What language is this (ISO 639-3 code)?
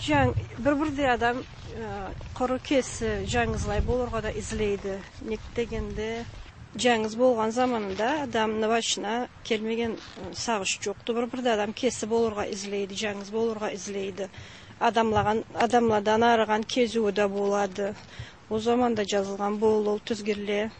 krc